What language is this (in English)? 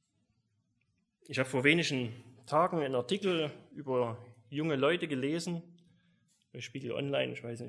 German